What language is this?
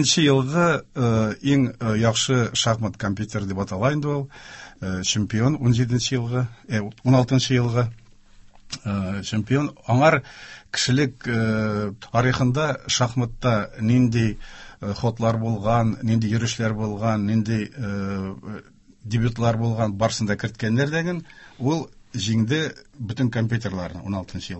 Tatar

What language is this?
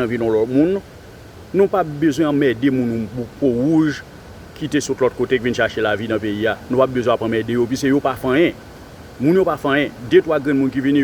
Haitian Creole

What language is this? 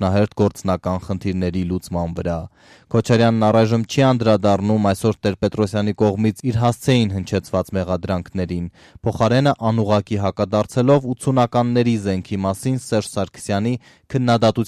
Armenian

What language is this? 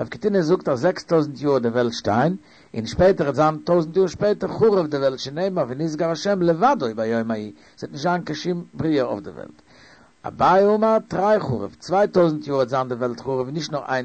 Yiddish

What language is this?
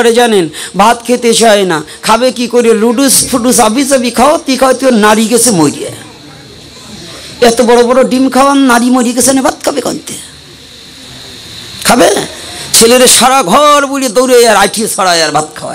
Bangla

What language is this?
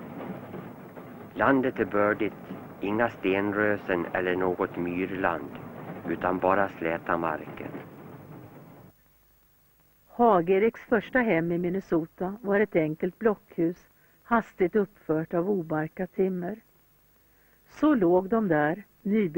Swedish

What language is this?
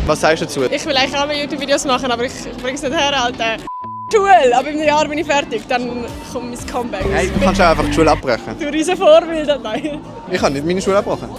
Swiss German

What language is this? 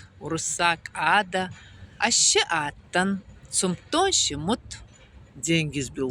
Ossetic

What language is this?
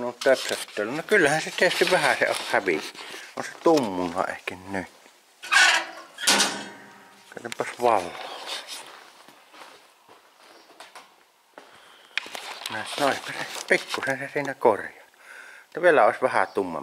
Finnish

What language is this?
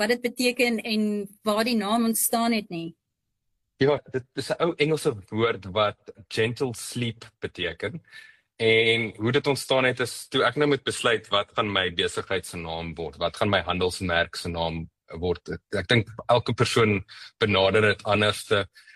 Afrikaans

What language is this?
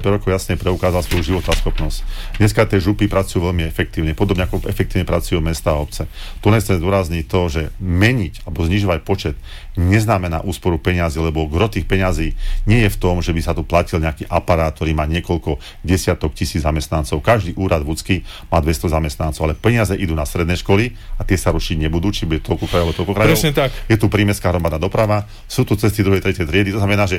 Slovak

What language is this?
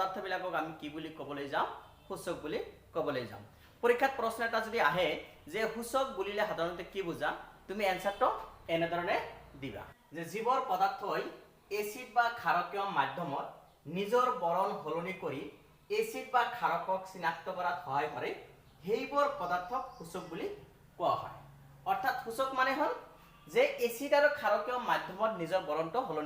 Assamese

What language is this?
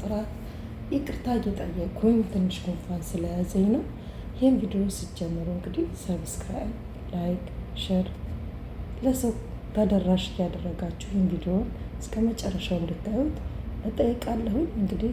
Amharic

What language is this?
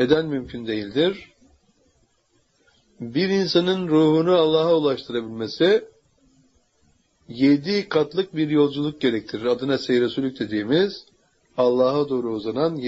Turkish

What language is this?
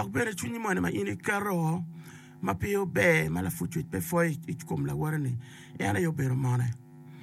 Acoli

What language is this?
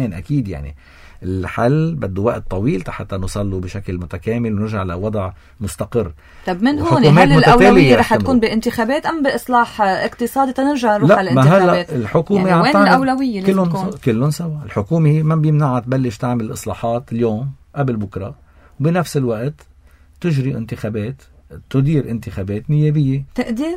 North Levantine Arabic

